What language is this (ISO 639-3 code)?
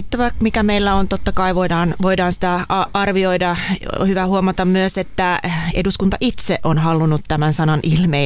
fin